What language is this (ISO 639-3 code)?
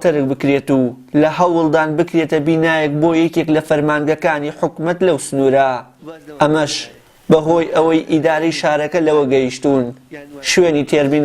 ckb